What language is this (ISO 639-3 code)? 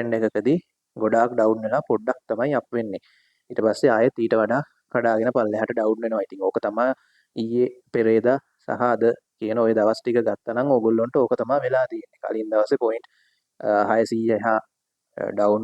sin